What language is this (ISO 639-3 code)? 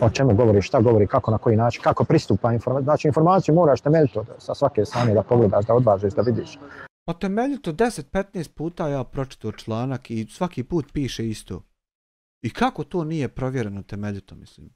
bos